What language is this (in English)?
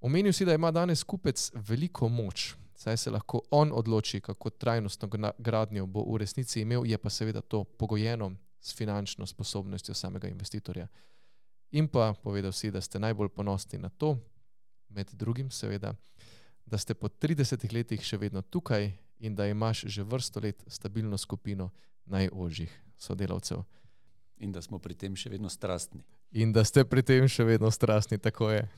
Slovenian